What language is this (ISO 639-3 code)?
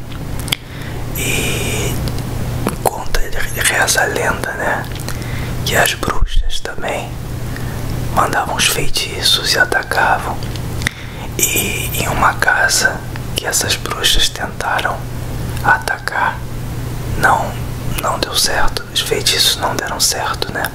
por